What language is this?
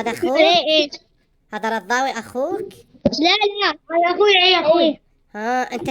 Mesopotamian Arabic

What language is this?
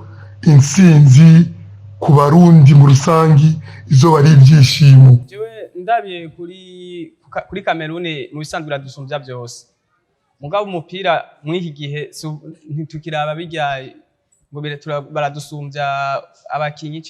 Rundi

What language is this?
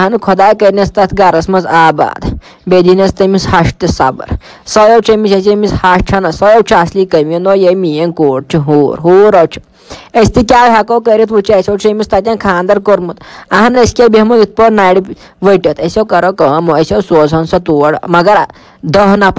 Kashmiri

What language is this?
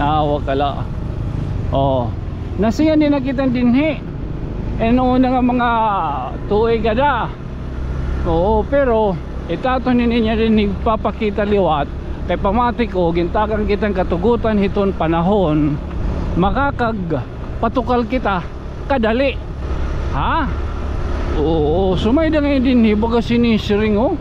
Waray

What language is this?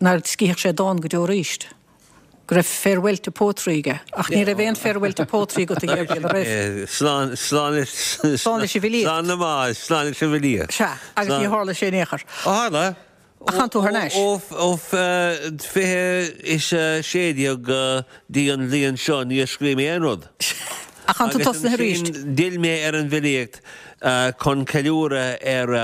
Irish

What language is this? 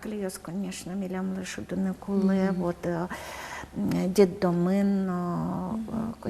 Udmurt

